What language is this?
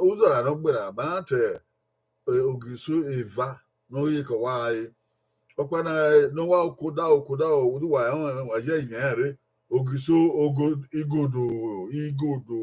Bini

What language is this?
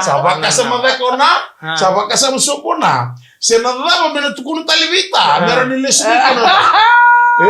Fijian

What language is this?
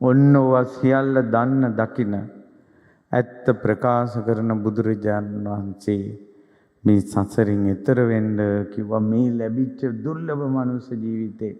Sinhala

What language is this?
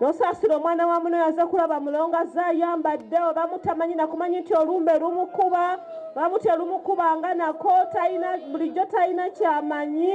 Ganda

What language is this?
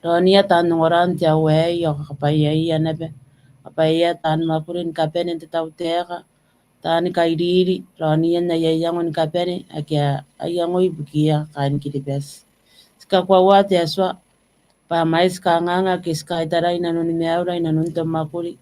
Gilbertese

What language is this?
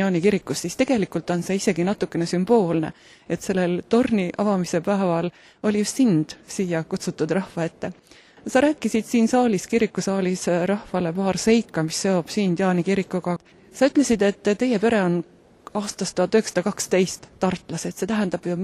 Estonian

